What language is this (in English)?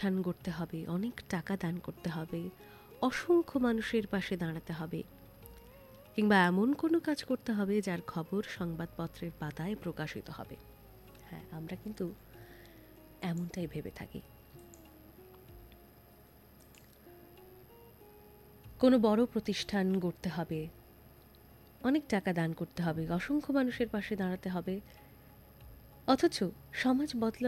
Bangla